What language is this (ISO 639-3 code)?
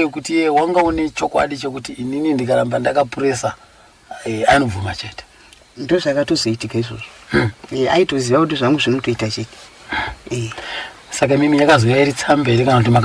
sna